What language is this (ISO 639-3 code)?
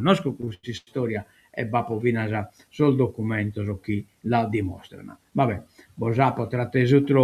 srd